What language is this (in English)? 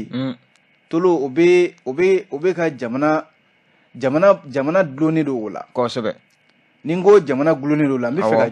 Bambara